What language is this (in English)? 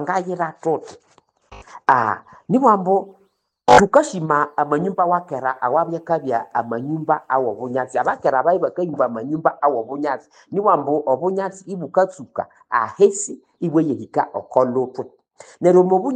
Nande